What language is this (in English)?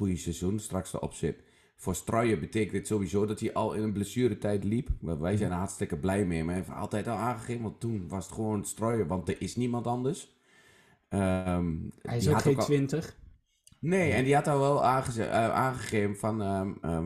Dutch